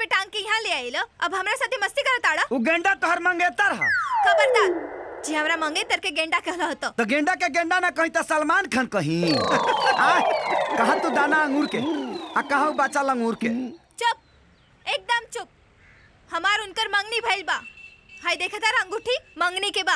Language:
Bhojpuri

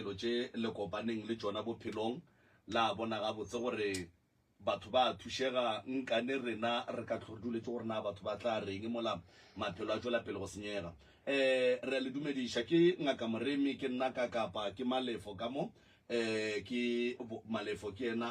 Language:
Northern Sotho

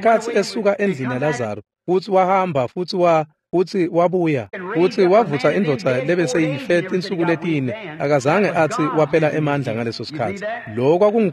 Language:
Swati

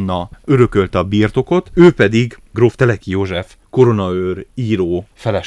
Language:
Hungarian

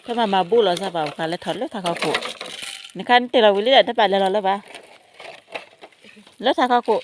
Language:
S'gaw Karen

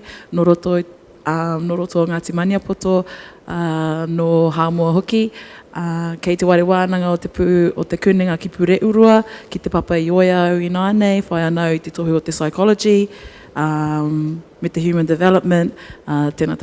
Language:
Māori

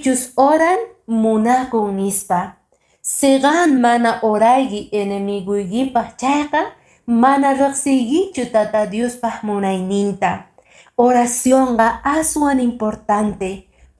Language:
Quechua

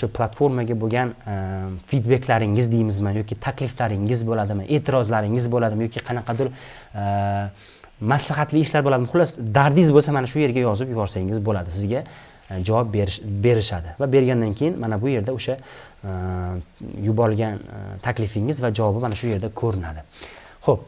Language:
Uzbek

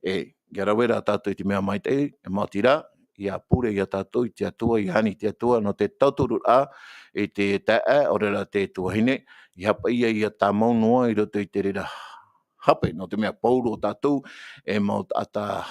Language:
Tahitian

